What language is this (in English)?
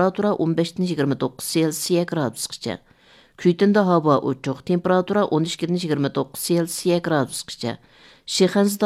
Uyghur